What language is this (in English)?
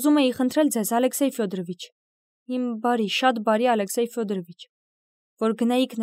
Armenian